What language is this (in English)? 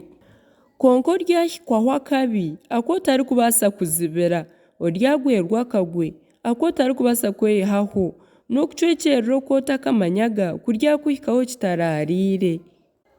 Nyankole